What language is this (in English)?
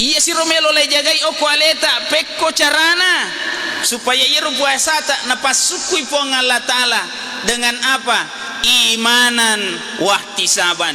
Buginese